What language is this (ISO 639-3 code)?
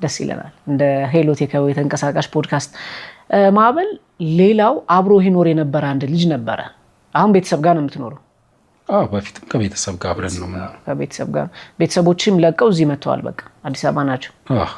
amh